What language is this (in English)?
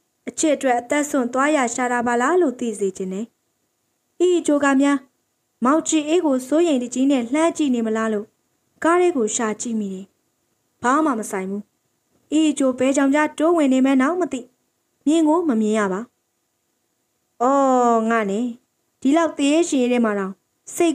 Burmese